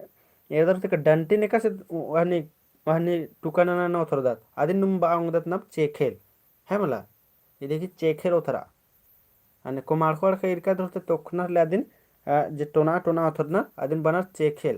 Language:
Kurukh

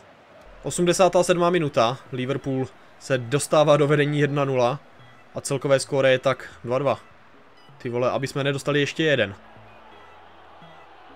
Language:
Czech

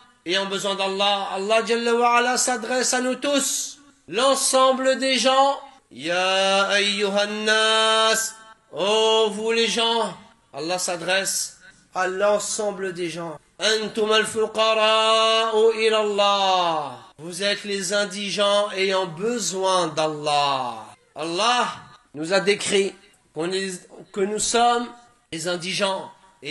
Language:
French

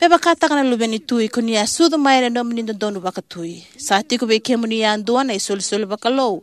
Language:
Fijian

